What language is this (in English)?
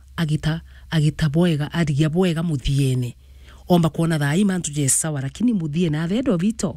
Meru